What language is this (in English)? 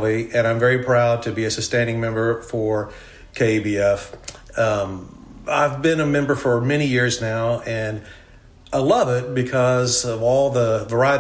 English